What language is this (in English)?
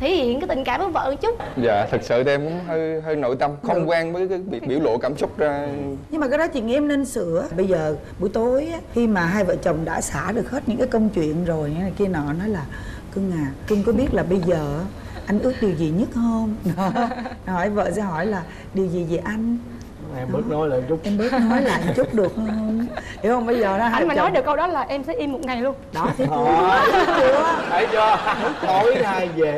Vietnamese